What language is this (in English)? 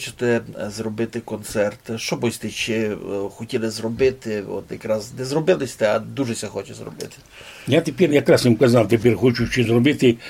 Rusyn